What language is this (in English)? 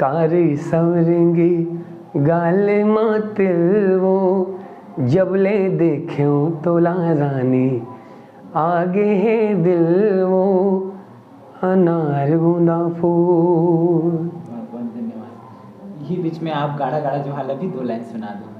Chhattisgarhi